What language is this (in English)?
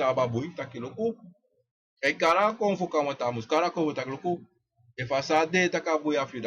Sranan Tongo